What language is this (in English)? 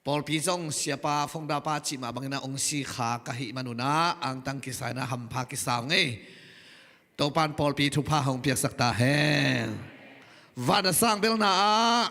Tedim Chin